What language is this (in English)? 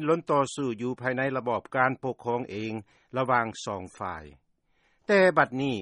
Lao